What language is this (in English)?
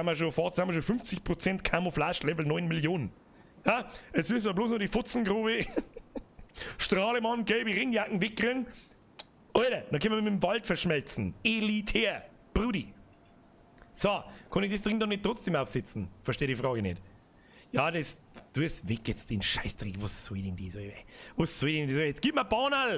Bavarian